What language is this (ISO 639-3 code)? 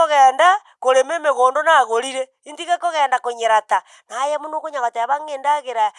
guz